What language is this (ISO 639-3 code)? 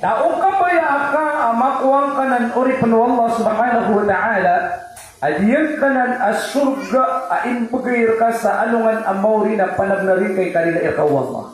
mrw